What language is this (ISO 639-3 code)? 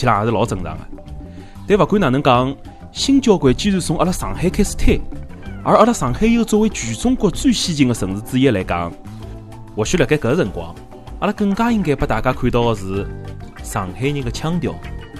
wuu